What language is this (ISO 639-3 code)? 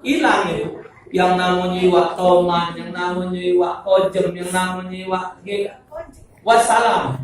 mui